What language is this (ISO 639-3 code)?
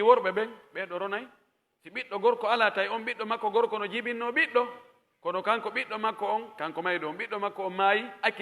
fuf